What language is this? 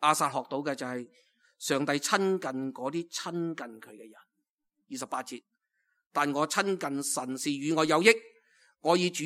Cantonese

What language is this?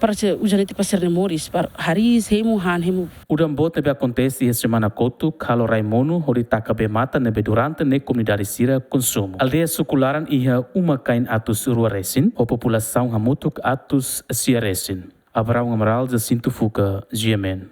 Tetum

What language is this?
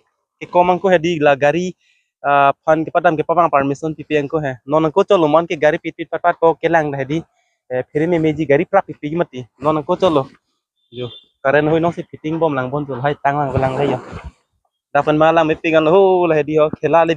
Karbi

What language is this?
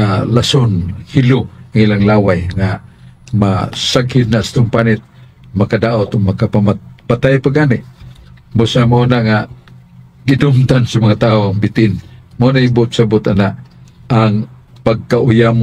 Cebuano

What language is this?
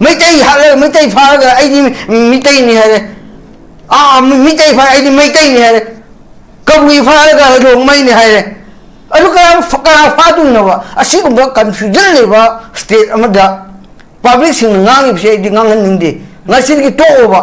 Manipuri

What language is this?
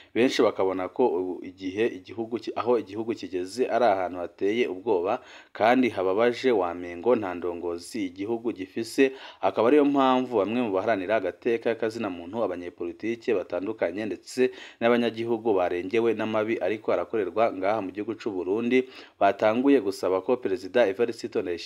Rundi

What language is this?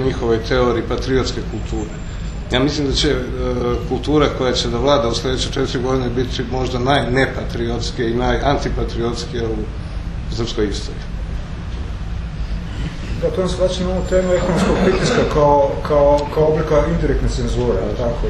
Serbian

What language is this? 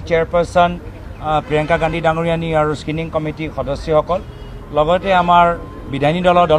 Assamese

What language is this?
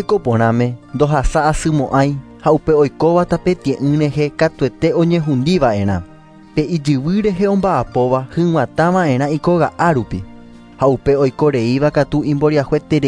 Guarani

